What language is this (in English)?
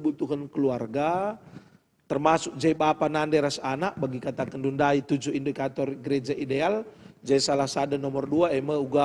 Batak Karo